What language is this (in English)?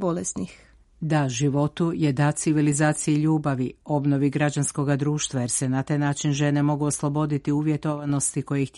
Croatian